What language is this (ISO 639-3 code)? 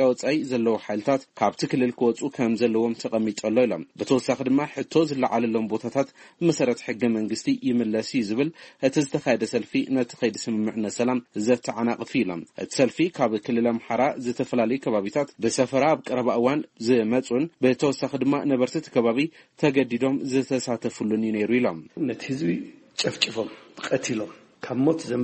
tir